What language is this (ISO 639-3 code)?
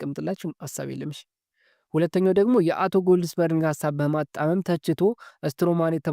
amh